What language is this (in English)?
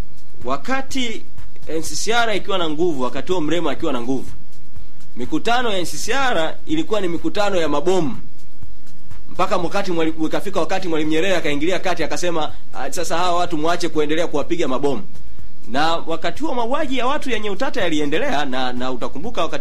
Swahili